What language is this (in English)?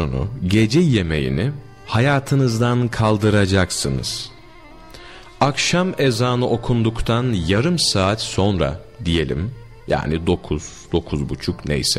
Turkish